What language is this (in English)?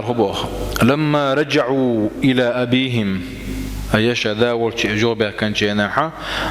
Chechen